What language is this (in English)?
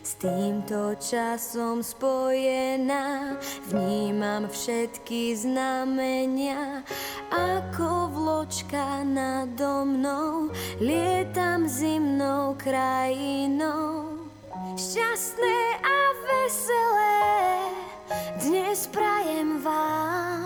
Slovak